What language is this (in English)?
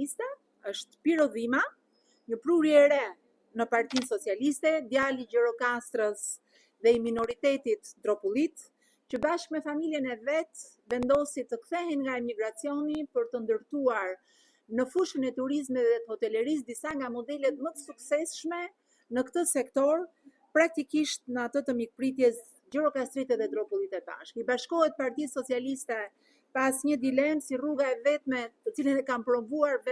Albanian